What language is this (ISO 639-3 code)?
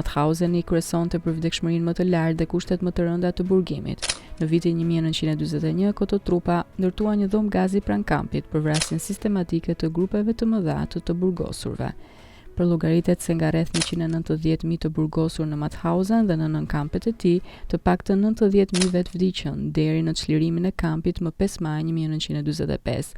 sqi